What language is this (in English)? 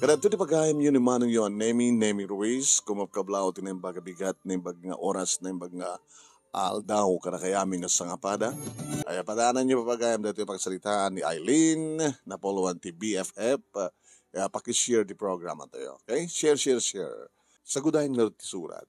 Iloko